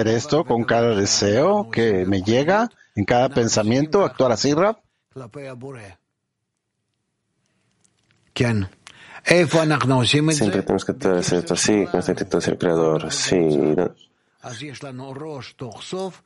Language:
Spanish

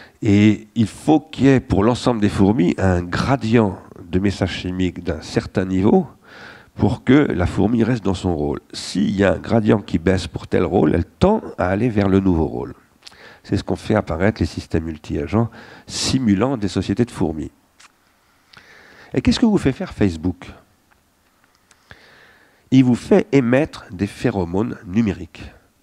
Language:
French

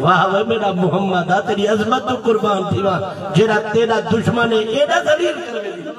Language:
Saraiki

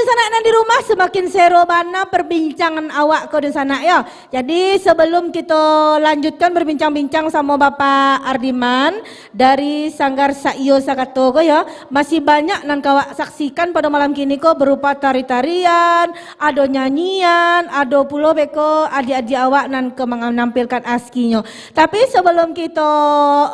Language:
Minangkabau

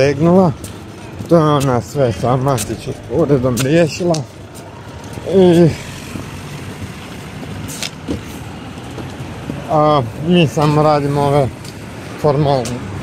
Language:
Croatian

